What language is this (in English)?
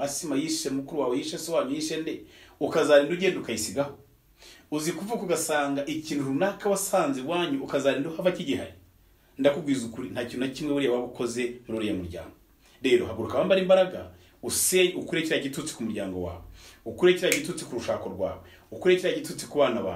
Kinyarwanda